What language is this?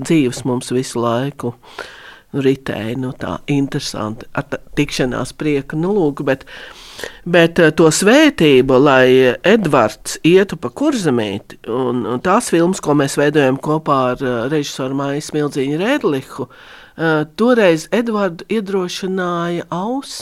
Latvian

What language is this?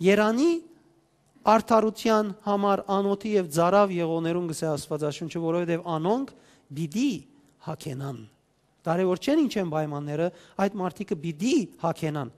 Western Armenian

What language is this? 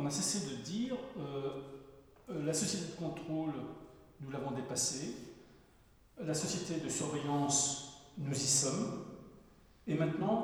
French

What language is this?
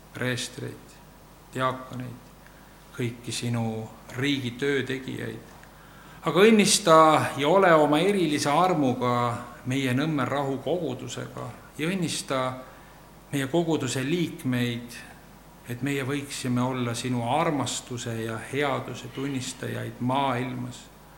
Estonian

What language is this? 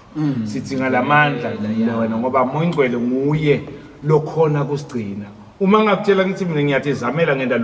Zulu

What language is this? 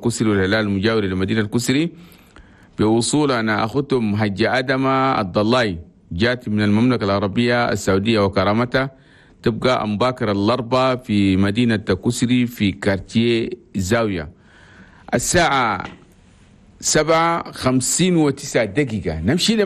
Chadian Arabic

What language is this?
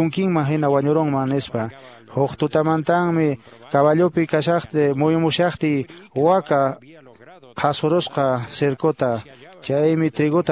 Quechua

